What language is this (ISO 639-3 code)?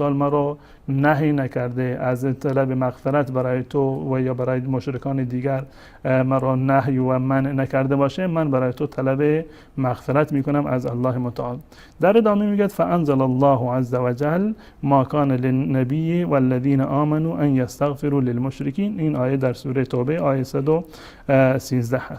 fas